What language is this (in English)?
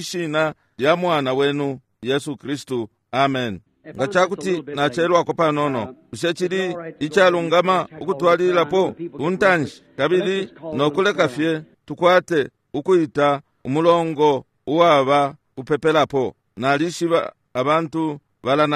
Bemba